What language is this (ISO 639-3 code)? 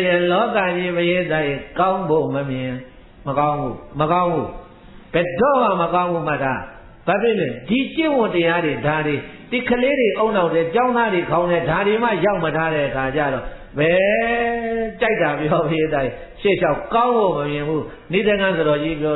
mya